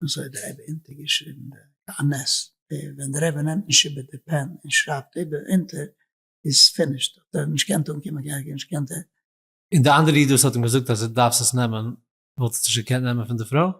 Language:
Yiddish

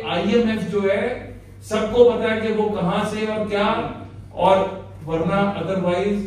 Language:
Urdu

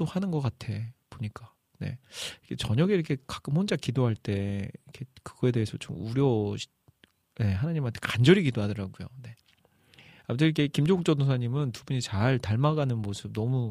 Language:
Korean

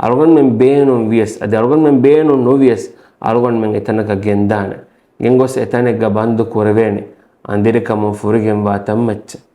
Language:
Divehi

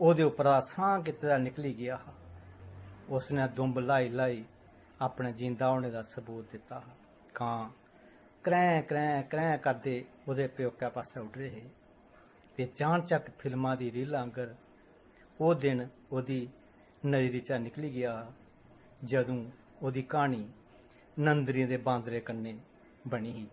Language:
Dogri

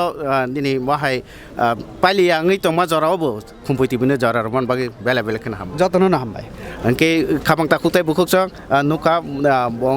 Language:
Kok Borok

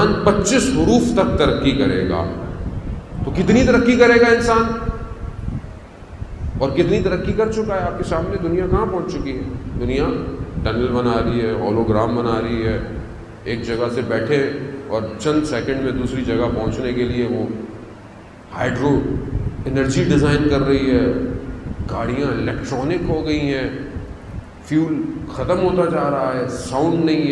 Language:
Urdu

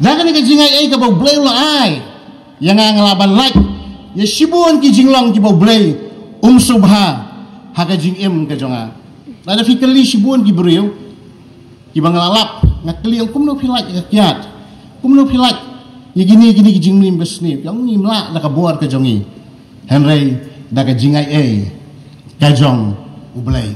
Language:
Khasi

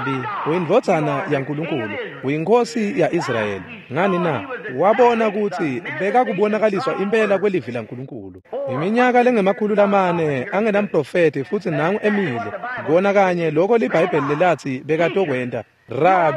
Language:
Swati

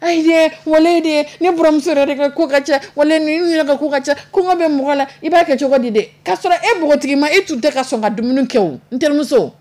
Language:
Dyula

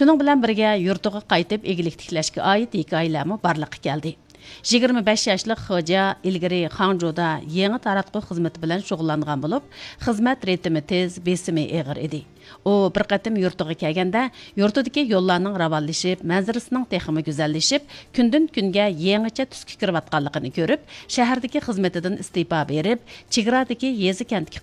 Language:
Uyghur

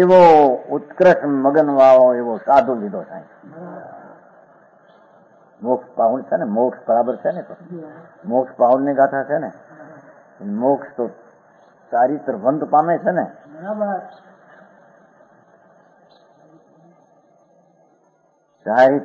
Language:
Gujarati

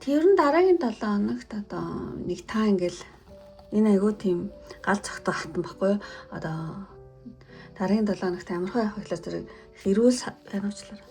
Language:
Mongolian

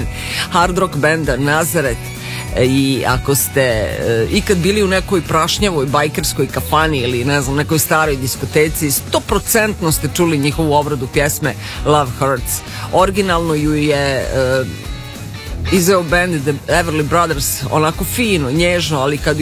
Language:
Serbian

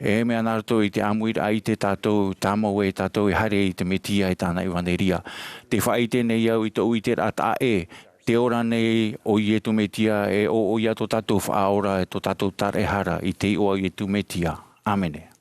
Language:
Tahitian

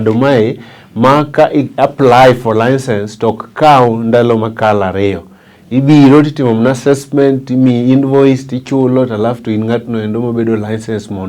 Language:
Luo (Kenya and Tanzania)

